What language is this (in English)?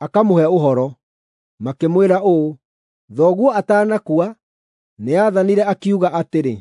Kikuyu